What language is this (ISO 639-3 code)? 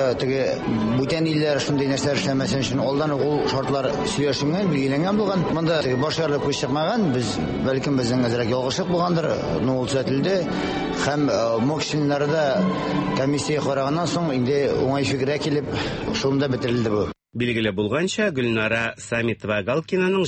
tat